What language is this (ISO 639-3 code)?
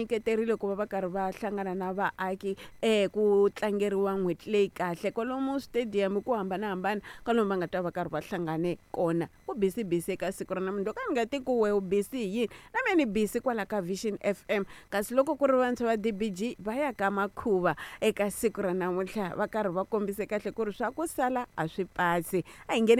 tso